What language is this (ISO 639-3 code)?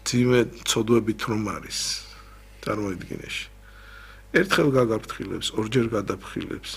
kat